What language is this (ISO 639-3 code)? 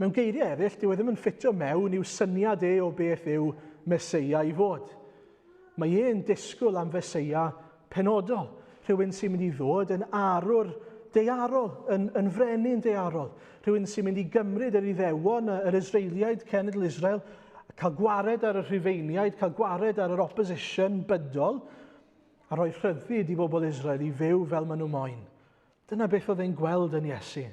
cym